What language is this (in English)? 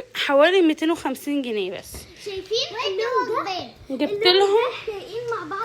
Egyptian Arabic